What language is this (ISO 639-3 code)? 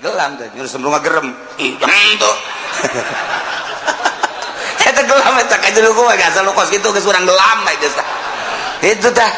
sun